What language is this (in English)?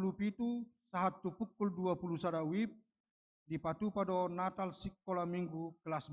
Batak Toba